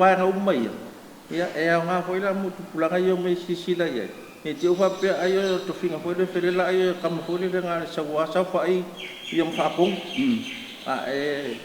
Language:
Samoan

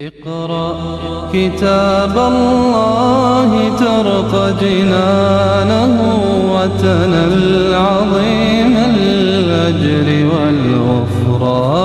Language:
Oromo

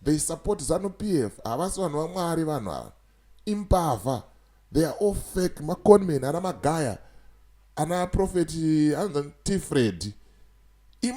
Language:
Shona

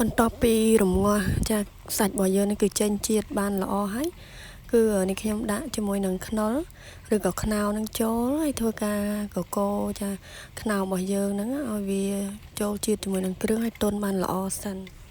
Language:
Khmer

